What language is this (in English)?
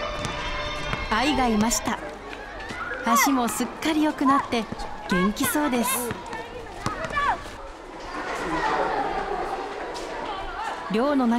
Japanese